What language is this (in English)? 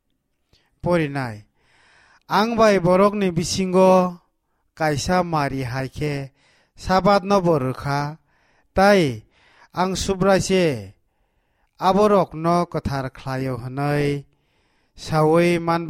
Kok Borok